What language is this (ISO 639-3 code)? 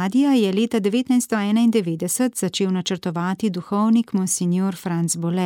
slv